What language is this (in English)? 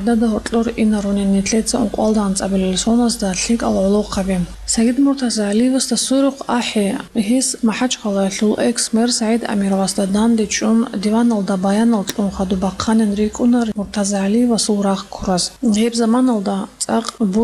Avaric